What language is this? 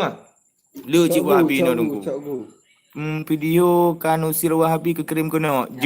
Achinese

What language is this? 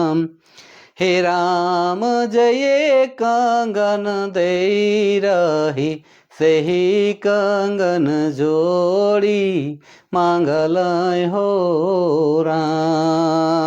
Sadri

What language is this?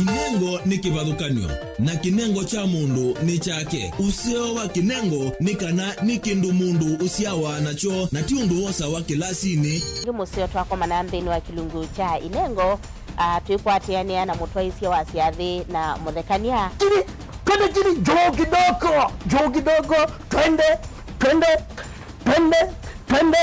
Kamba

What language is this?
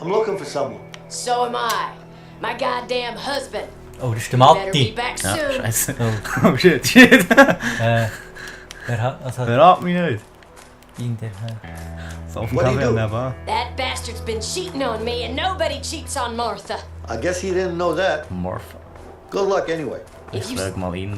Swiss German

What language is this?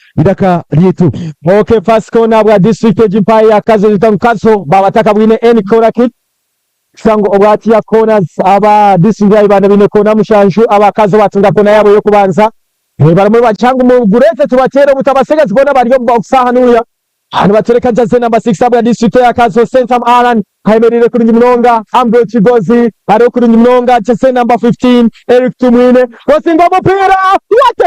Nyankole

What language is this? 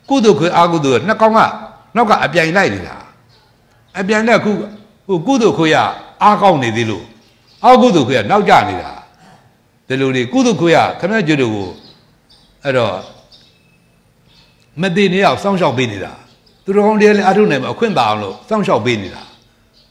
Burmese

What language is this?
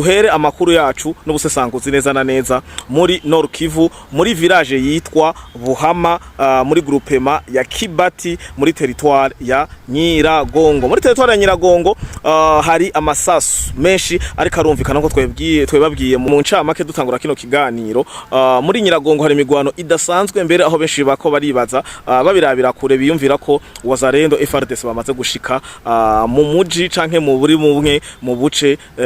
Rundi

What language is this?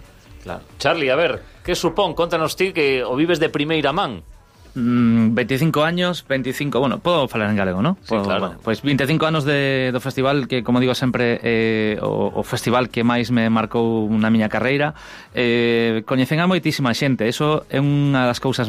Galician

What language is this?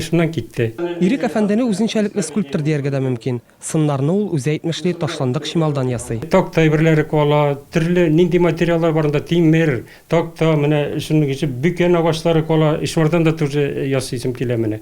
Tatar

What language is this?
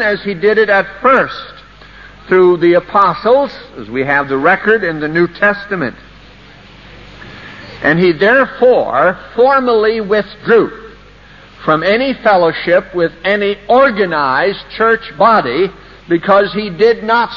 English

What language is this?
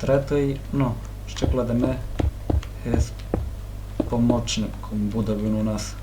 Rusyn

